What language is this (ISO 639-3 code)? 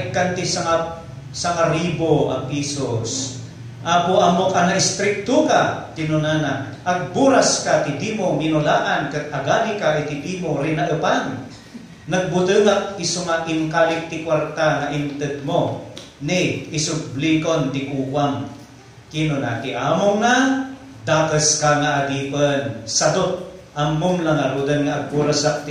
ilo